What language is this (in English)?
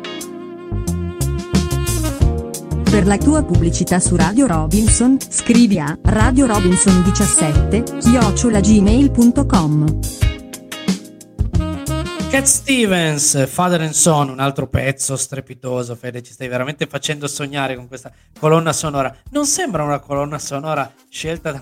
Italian